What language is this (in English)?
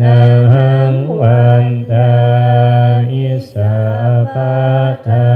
Northeastern Thai